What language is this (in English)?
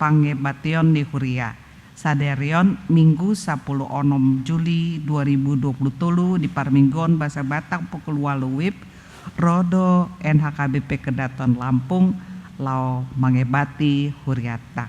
Batak Toba